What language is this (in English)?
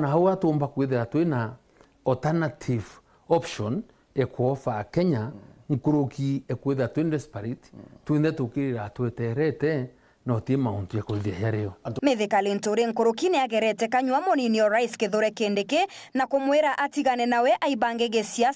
Meru